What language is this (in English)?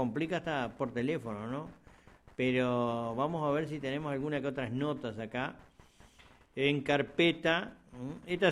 Spanish